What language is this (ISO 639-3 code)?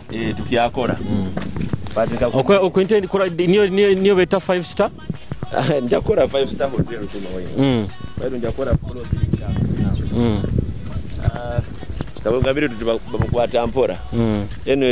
nyo